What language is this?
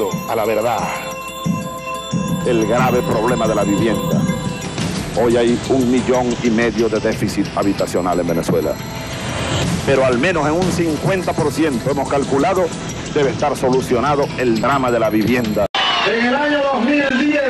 Spanish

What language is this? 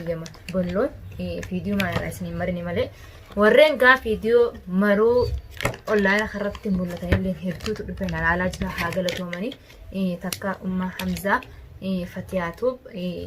Oromo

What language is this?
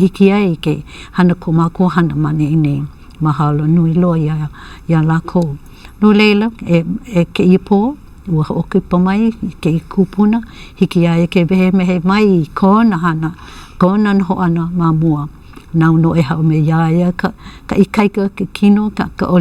Hawaiian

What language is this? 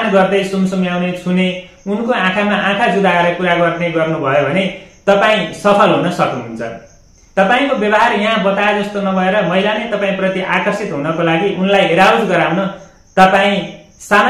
Nepali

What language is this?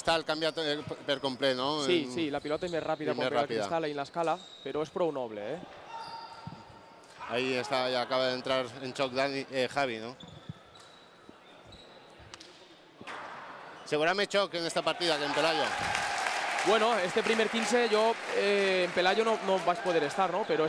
Catalan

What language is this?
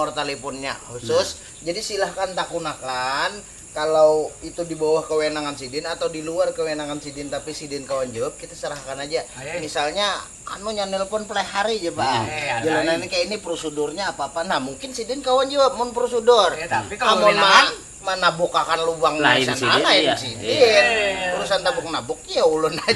Banjar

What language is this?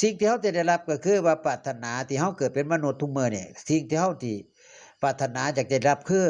Northeastern Thai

